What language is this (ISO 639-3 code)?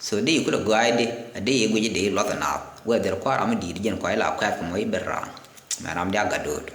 nus